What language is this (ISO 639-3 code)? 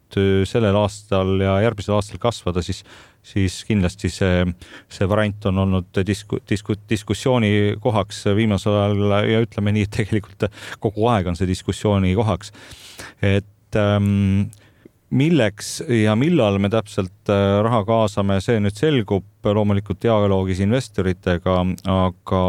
est